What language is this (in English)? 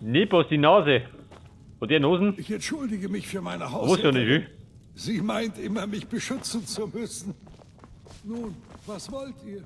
Bavarian